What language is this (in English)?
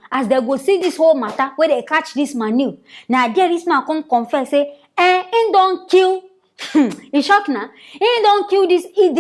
Nigerian Pidgin